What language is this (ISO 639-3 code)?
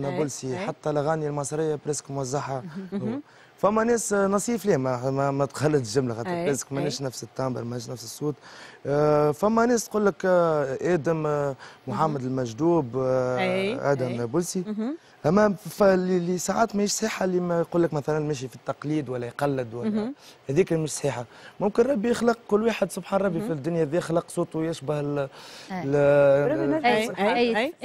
aeb